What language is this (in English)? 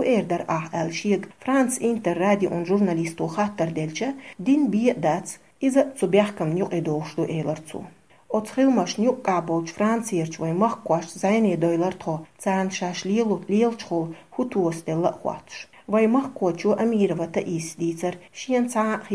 Chechen